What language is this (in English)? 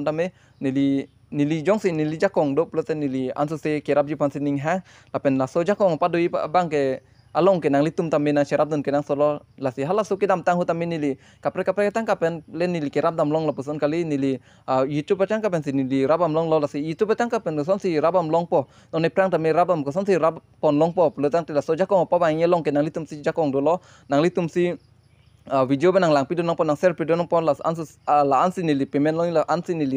Karbi